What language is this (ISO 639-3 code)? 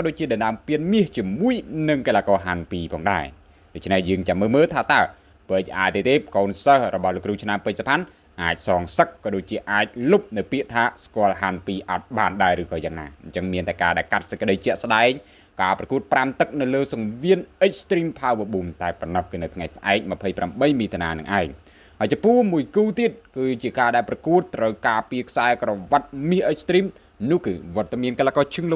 khm